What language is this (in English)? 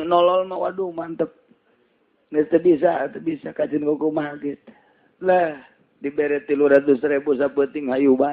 Sundanese